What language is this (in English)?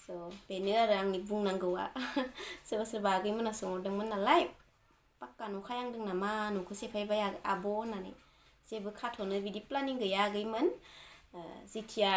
Bodo